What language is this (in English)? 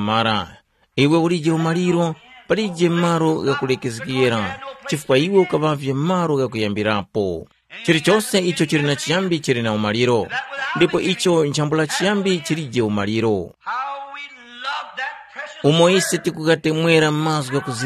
Tumbuka